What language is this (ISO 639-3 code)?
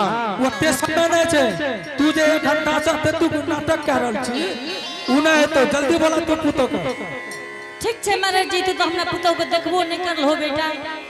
anp